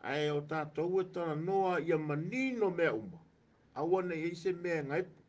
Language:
Samoan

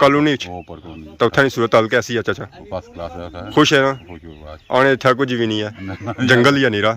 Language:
Pahari-Potwari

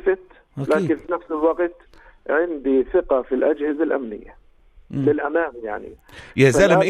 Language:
South Levantine Arabic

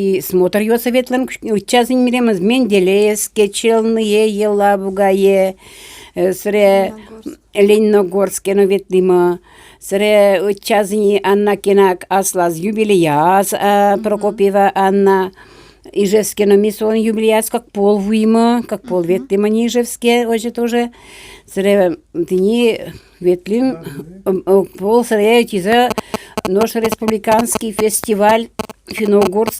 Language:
Udmurt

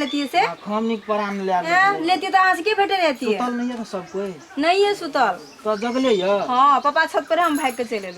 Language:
Maithili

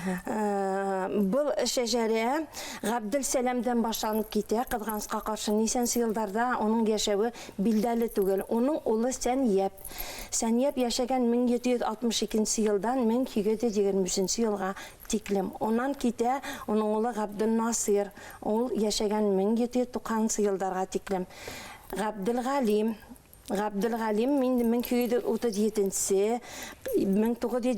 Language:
Bashkir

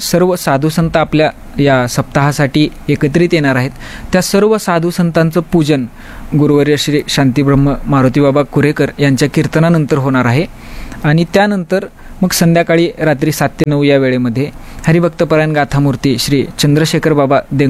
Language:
Marathi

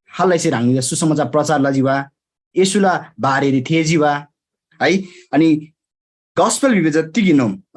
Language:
Eastern Tamang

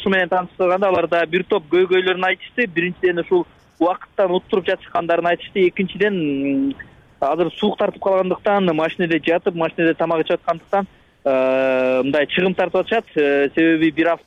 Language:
Kyrgyz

